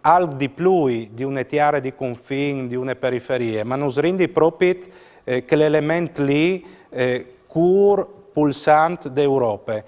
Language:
Friulian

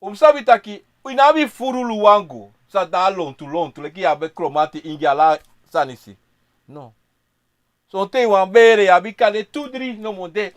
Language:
Sranan Tongo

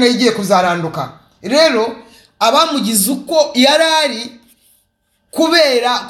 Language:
Kinyarwanda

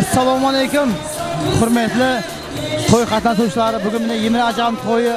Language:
Kara-Kalpak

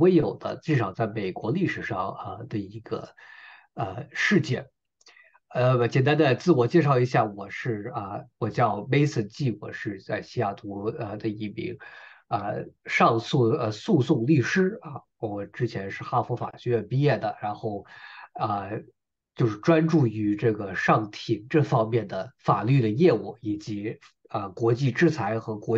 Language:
Chinese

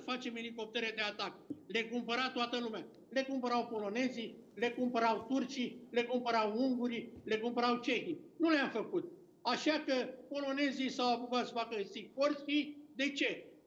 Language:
Romanian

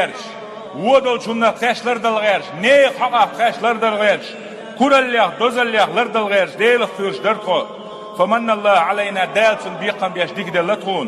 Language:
Chechen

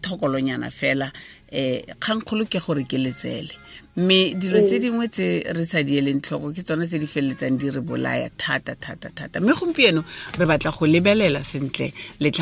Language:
Tswana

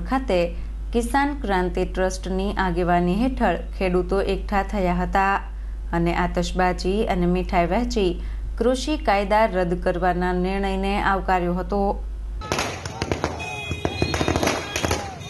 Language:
Gujarati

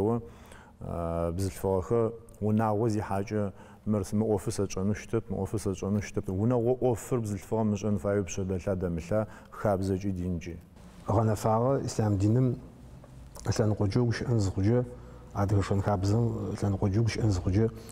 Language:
Adyghe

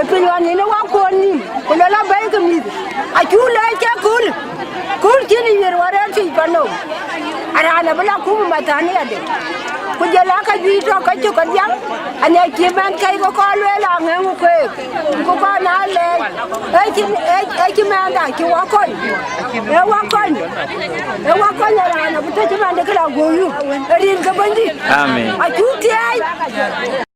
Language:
Dinka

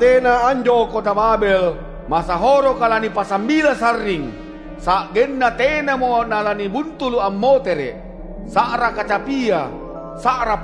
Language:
Makasar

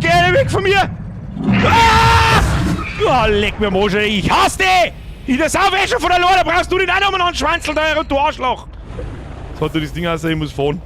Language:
Bavarian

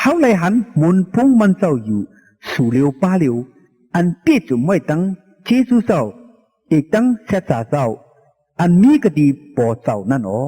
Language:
Shan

